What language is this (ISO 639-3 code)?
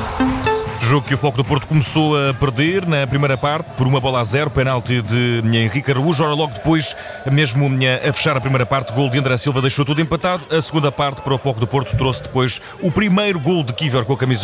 por